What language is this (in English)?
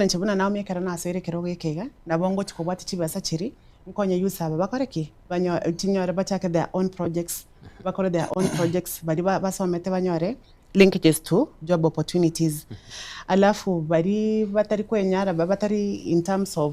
Gusii